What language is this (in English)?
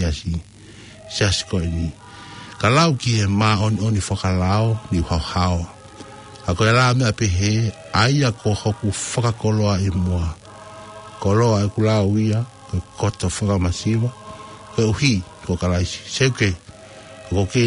Tongan